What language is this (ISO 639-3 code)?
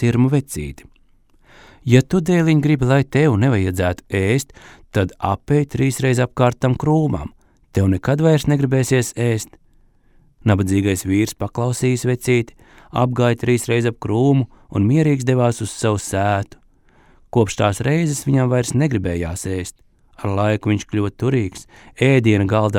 lav